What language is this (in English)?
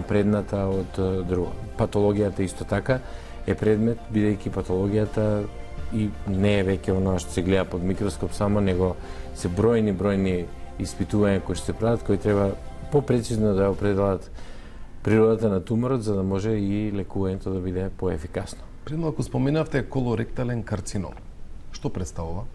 Macedonian